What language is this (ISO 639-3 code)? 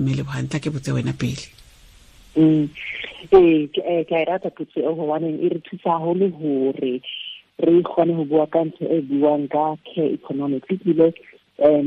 tsn